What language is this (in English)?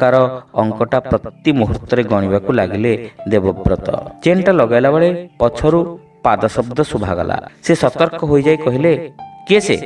Odia